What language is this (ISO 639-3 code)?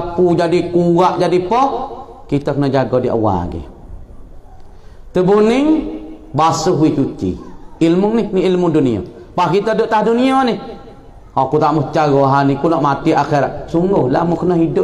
msa